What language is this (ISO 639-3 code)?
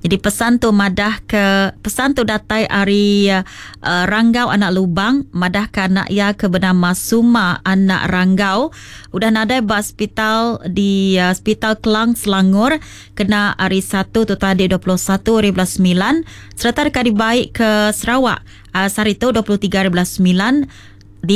iba